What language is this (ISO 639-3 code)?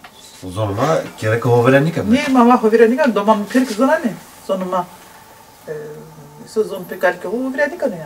zza